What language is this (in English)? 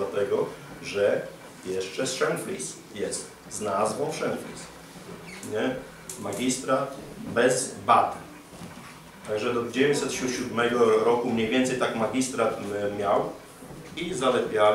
Polish